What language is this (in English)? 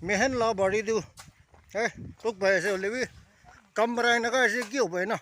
Naga Pidgin